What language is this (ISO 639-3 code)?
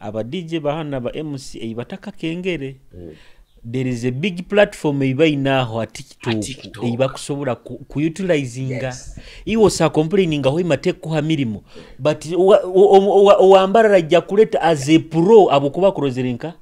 ttj